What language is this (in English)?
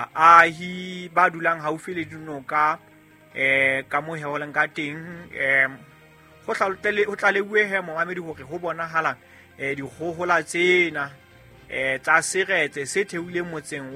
Southern Sotho